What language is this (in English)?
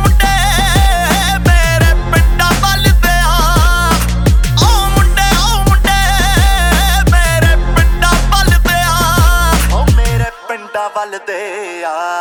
Punjabi